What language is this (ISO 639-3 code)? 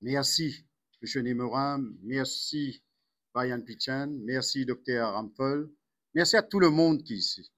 mfe